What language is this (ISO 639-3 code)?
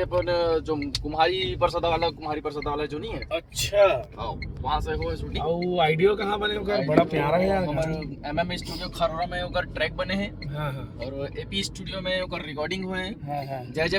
hne